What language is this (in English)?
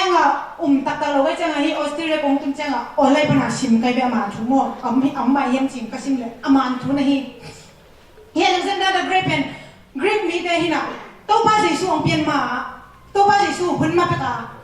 Tedim Chin